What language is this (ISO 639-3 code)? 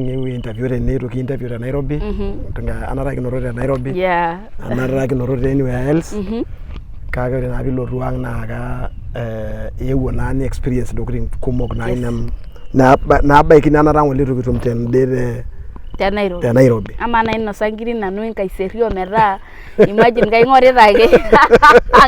mas